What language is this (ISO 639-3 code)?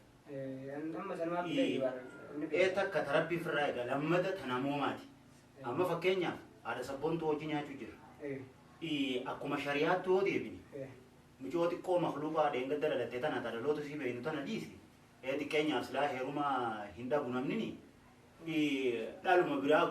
orm